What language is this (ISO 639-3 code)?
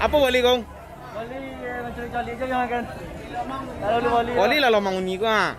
min